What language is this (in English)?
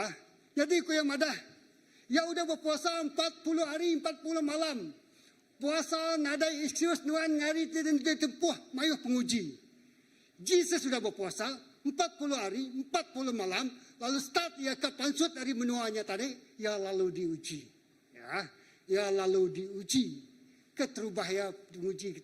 Iban